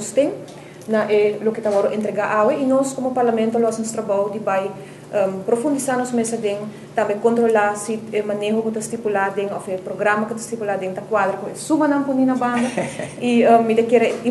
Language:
Papiamento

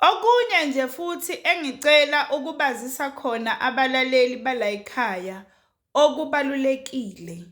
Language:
Zulu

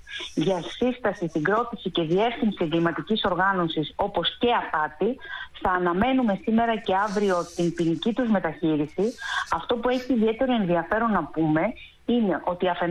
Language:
Greek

